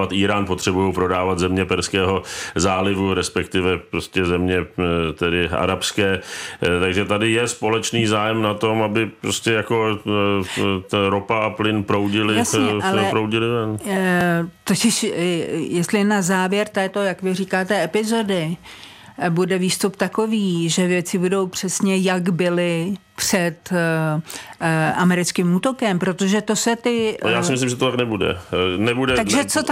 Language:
Czech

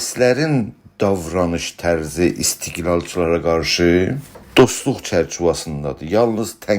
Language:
South Azerbaijani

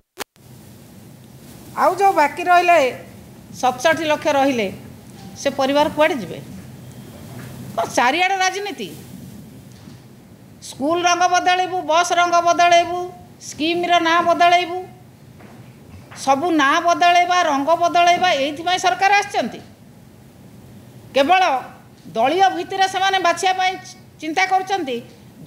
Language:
Odia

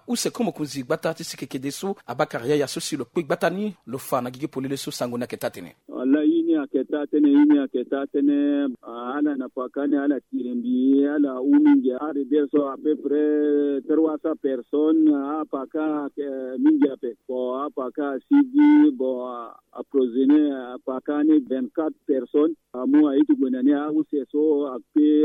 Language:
Sango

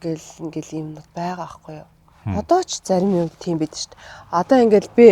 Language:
Mongolian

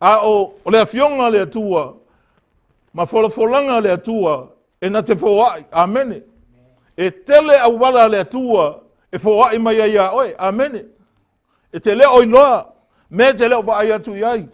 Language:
Samoan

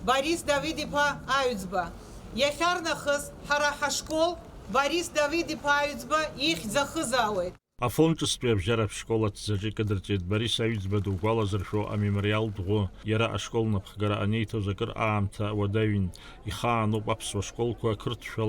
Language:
Abkhazian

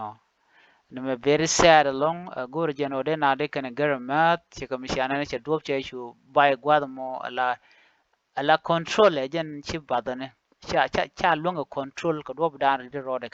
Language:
Nuer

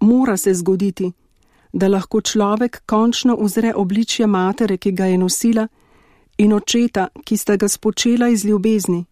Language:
Slovenian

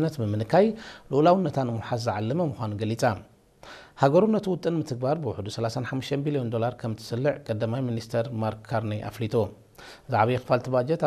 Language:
Tigrinya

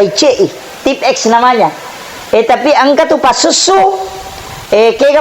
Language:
Buginese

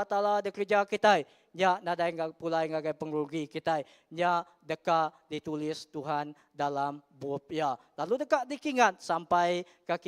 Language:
Iban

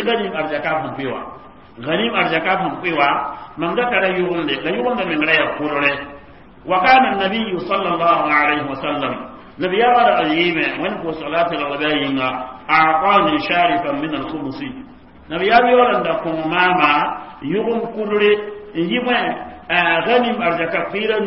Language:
Mossi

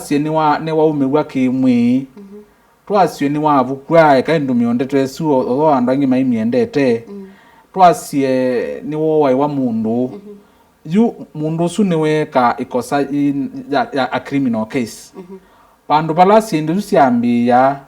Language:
Kamba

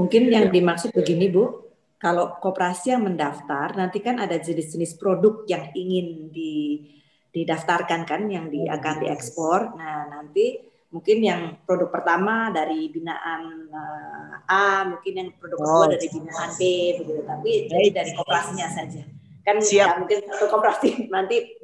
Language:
Indonesian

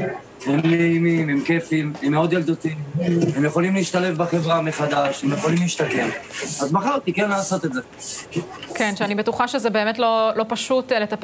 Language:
Hebrew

